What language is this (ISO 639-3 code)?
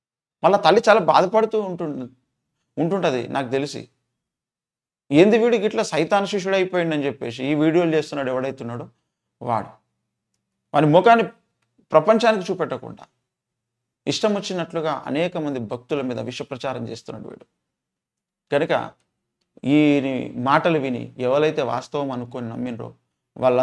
tel